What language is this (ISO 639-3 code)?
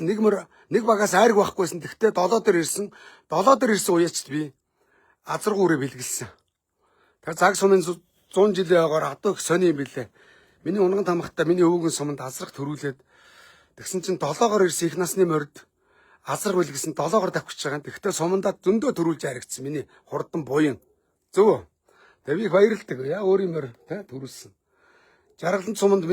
mon